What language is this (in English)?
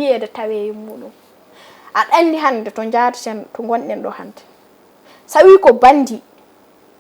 Fula